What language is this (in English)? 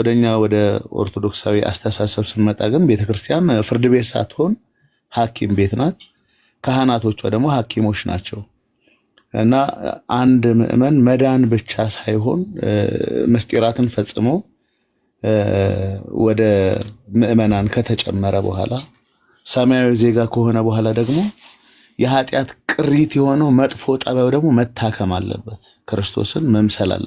Amharic